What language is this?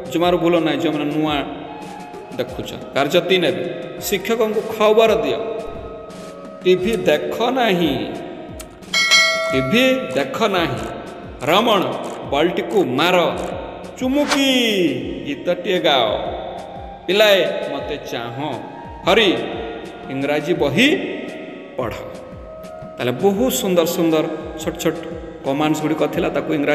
Odia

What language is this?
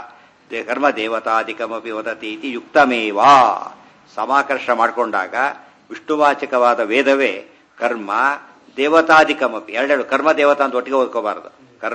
Kannada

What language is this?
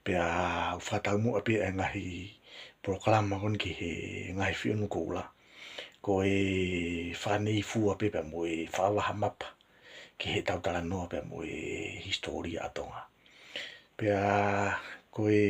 Tongan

